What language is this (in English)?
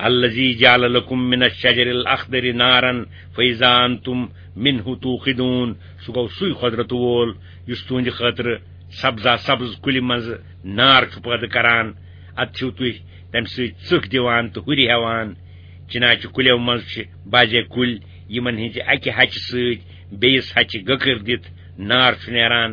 Kashmiri